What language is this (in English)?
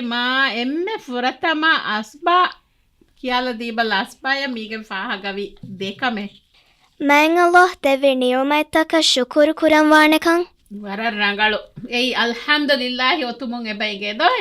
Divehi